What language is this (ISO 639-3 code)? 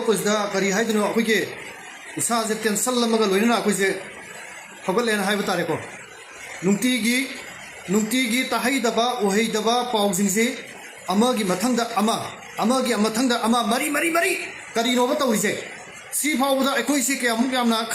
mni